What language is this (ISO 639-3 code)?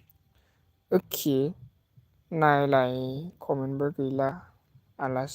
brx